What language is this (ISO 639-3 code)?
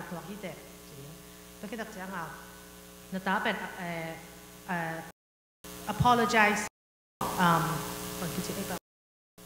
ctd